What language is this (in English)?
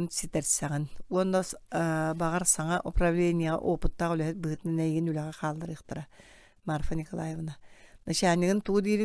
Yakut